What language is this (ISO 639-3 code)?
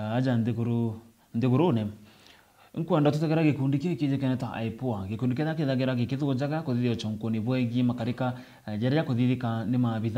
mer